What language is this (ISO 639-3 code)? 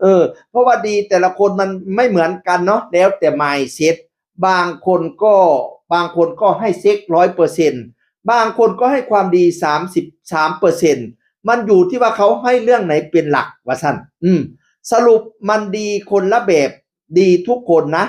tts